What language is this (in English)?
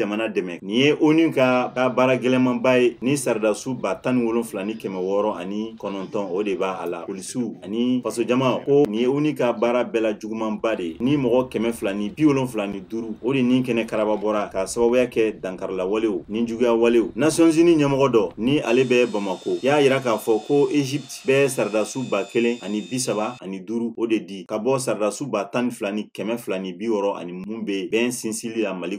Bambara